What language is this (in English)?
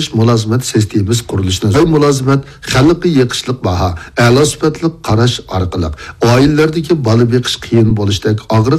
Uyghur